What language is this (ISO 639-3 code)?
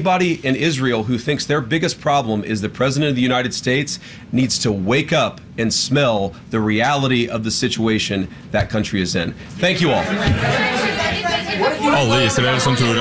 nor